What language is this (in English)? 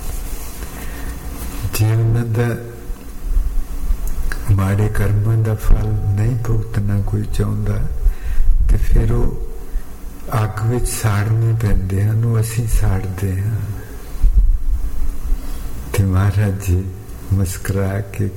Punjabi